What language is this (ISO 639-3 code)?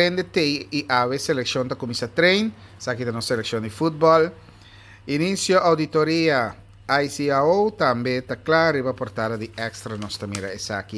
pap